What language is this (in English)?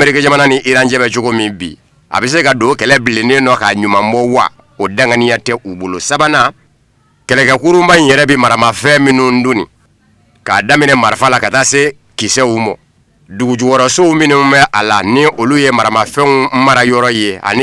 Bambara